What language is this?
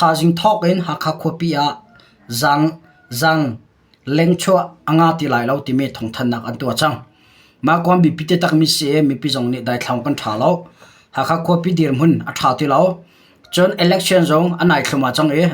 Hakha Chin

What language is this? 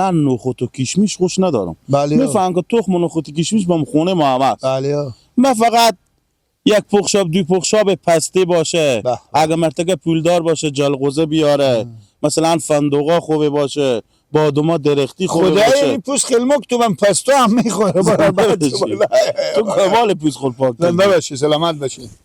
Persian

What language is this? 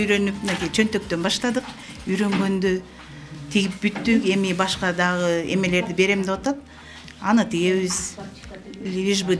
Kyrgyz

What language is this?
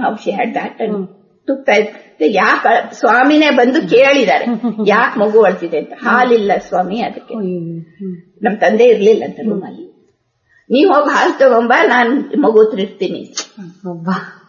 Kannada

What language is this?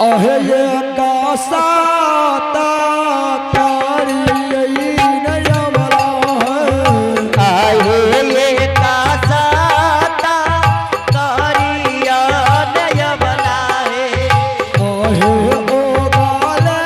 Angika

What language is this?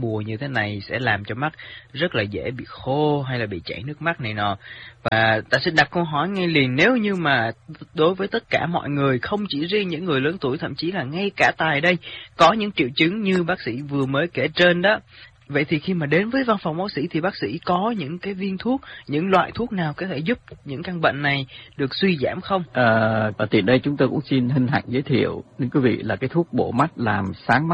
Vietnamese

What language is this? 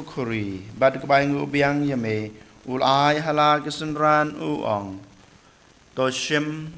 Khasi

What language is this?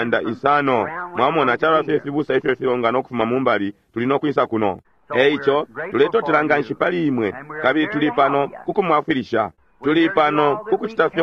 Bemba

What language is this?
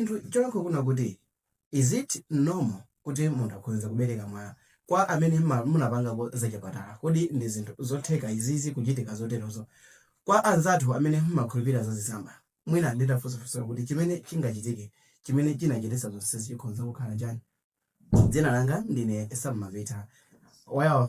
Nyanja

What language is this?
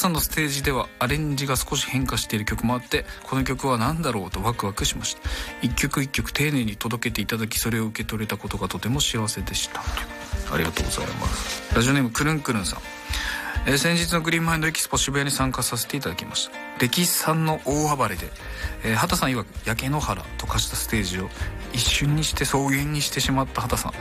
Japanese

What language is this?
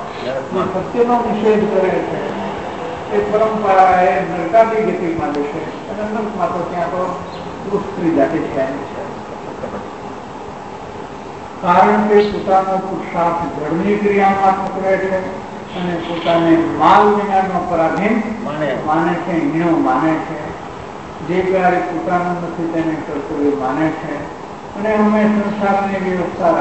Gujarati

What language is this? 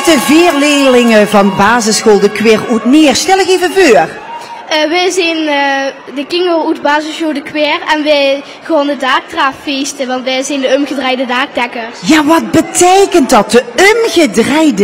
Limburgish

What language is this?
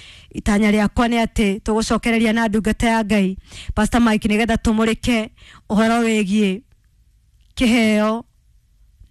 Kikuyu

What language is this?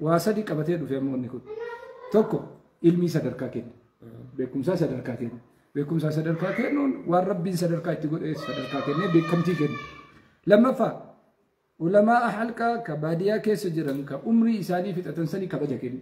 Oromo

